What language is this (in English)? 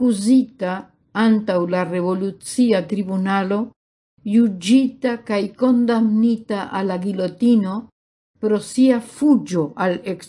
Esperanto